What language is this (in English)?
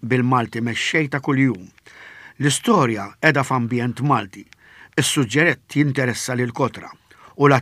Maltese